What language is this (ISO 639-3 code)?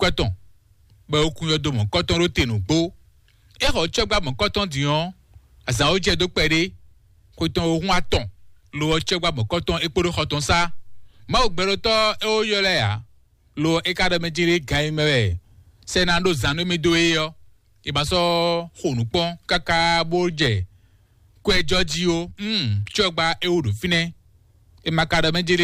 fon